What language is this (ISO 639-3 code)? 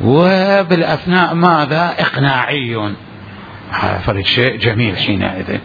acm